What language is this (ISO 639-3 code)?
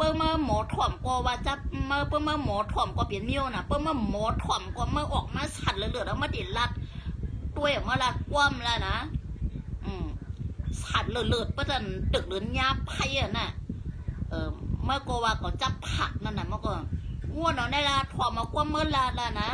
shn